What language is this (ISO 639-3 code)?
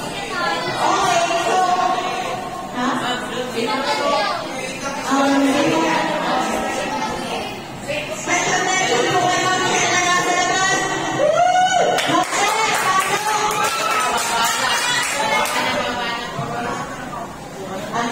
fil